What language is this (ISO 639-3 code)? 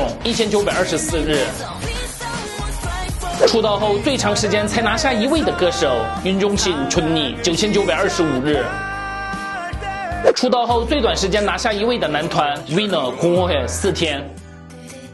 zho